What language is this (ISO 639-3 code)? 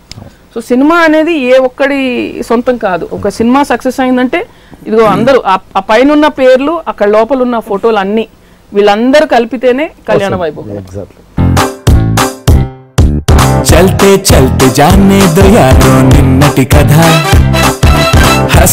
tel